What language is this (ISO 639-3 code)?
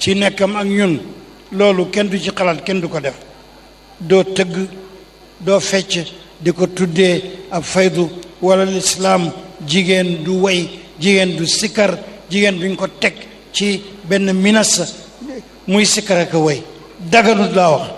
wol